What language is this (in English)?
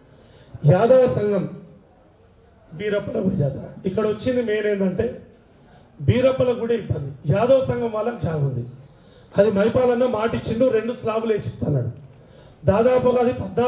Telugu